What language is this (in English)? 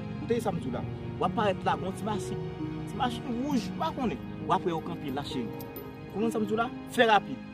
Haitian Creole